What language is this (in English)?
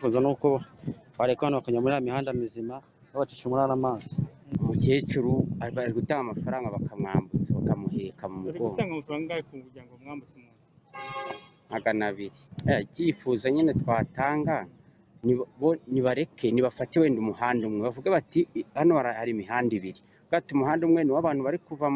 Kinyarwanda